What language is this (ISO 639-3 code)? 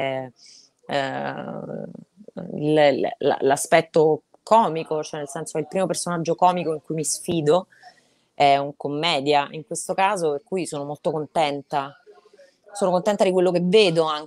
ita